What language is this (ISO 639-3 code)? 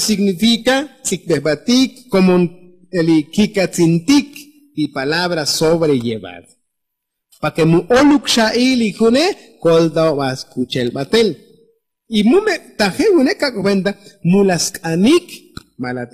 tzo